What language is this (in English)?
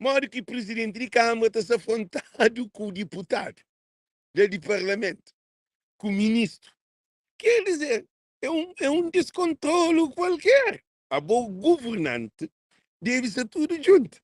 Kabuverdianu